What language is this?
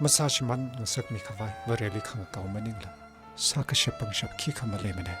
Tangkhul Naga (India)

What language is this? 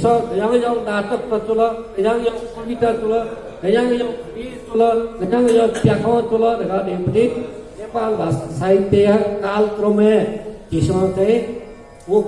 Newari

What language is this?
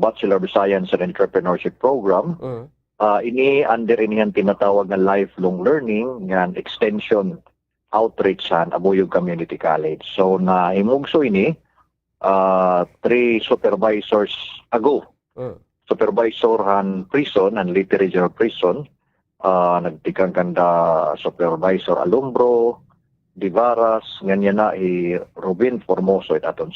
Waray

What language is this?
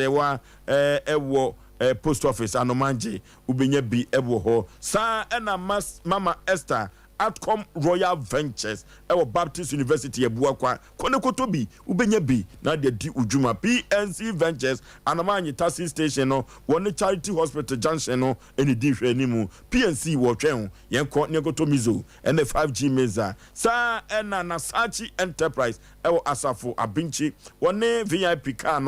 Akan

